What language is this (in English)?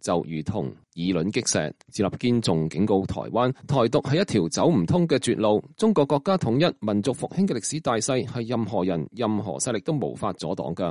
Cantonese